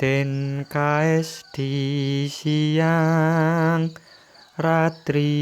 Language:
Javanese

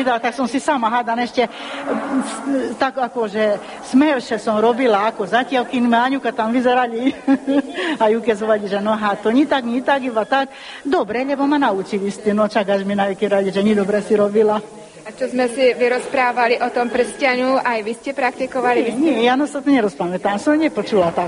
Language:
Slovak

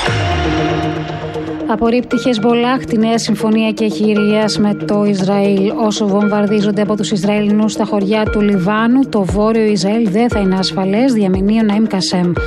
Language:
Greek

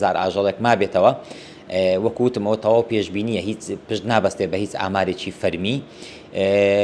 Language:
Central Kurdish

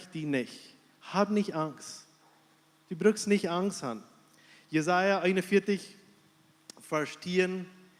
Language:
Plautdietsch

